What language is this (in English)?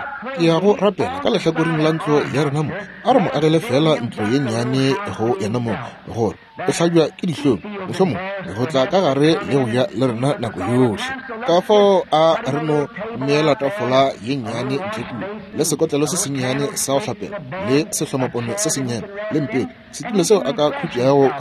Northern Sotho